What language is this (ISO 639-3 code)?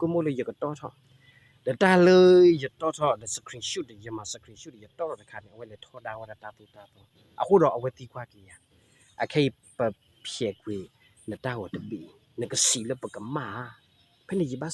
ksw